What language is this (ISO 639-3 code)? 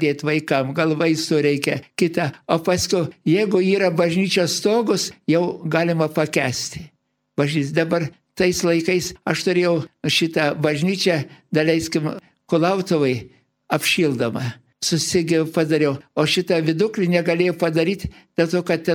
lit